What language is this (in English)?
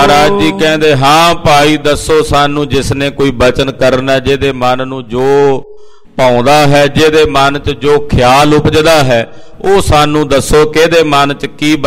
Punjabi